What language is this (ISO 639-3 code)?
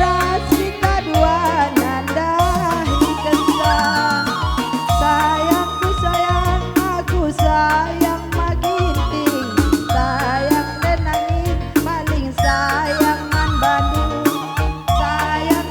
btx